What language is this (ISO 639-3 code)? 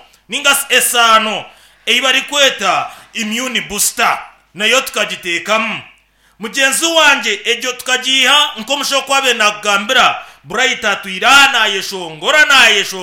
nyn